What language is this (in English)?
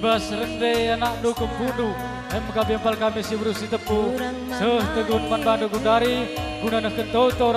Batak Karo